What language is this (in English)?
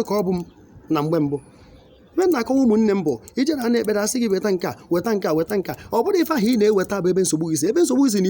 Igbo